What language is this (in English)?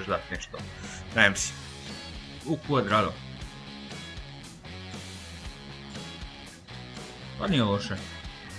Croatian